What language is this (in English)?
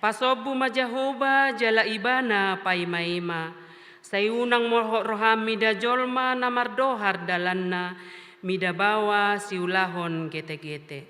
Batak Toba